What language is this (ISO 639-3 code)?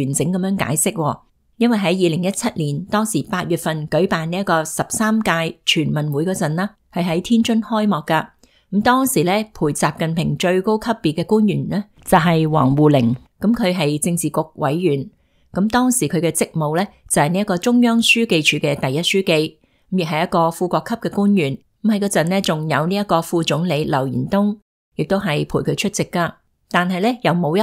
yue